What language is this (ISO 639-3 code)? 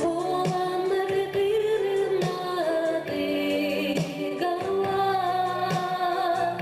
sah